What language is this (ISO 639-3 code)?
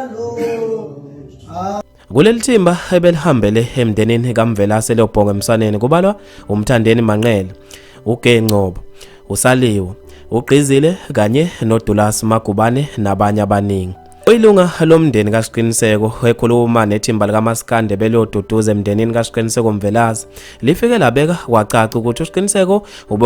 zul